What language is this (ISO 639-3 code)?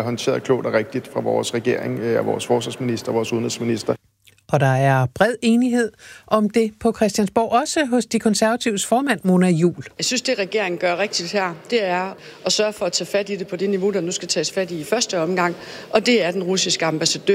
dan